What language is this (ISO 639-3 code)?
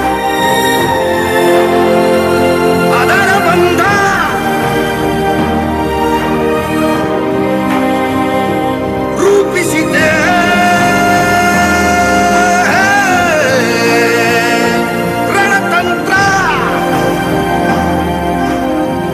kan